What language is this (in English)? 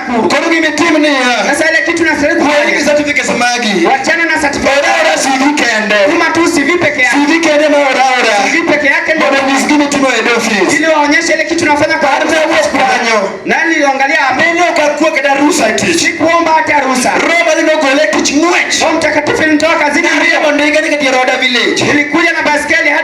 Luo (Kenya and Tanzania)